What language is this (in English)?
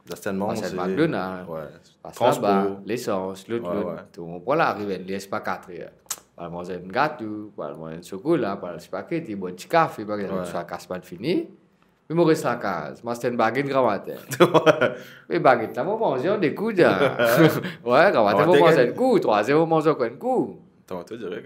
Morisyen